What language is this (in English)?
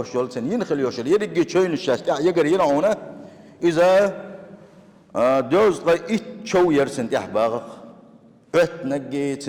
Chechen